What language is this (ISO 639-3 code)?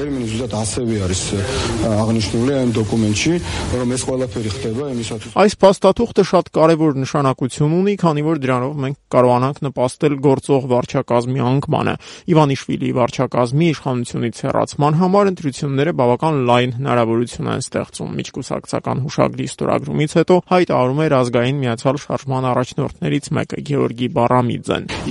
hye